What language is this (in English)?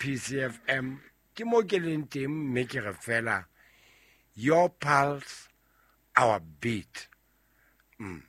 Southern Sotho